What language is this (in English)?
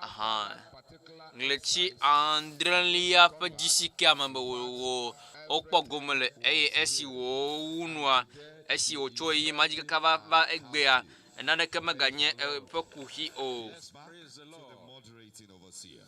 Ewe